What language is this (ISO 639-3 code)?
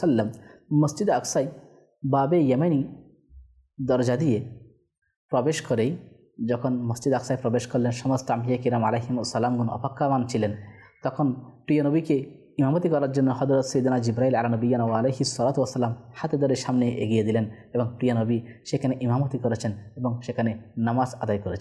ben